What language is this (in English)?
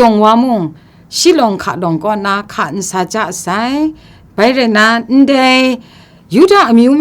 Kachin